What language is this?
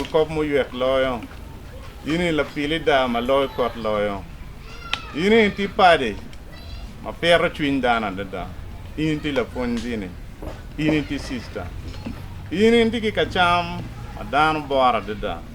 Acoli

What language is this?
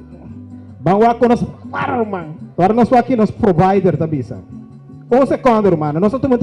Papiamento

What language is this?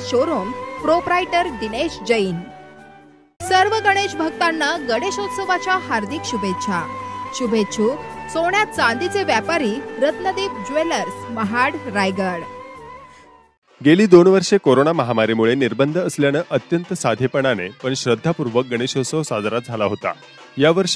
Marathi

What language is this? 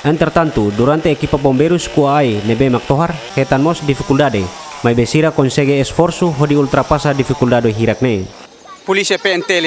Tetum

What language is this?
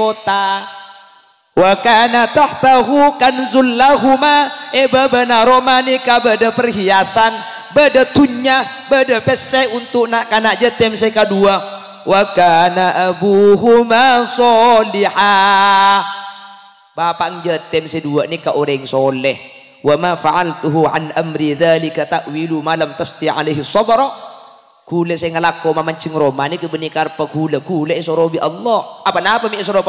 Madurese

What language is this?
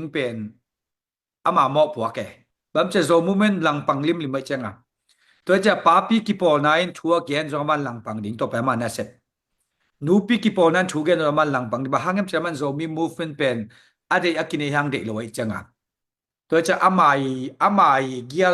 Tedim Chin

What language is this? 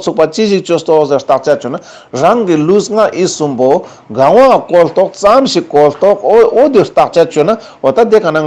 Ladakhi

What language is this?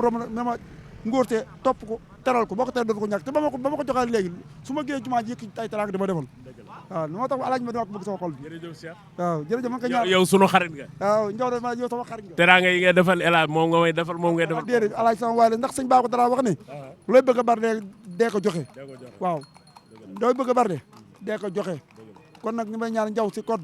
Wolof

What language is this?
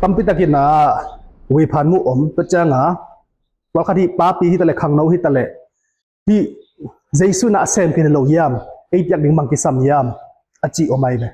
Tedim Chin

